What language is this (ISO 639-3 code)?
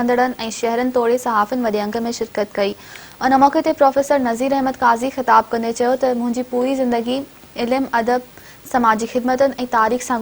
snd